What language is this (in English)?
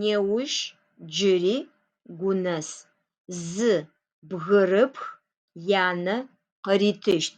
Adyghe